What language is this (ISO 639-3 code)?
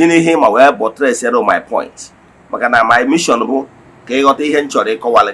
ibo